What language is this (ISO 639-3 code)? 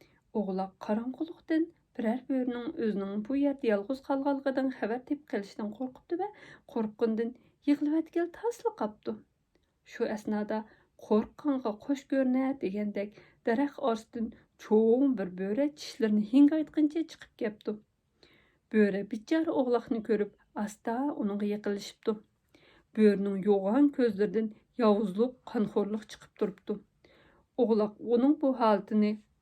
uig